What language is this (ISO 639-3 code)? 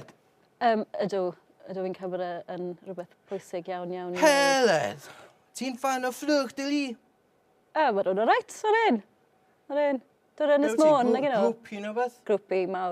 cym